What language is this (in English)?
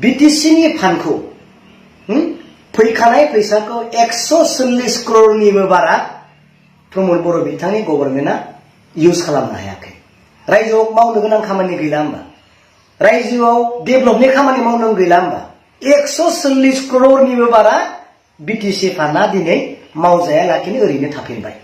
Bodo